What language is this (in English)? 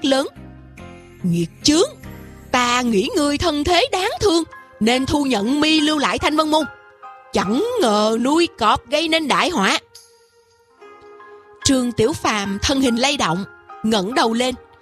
Vietnamese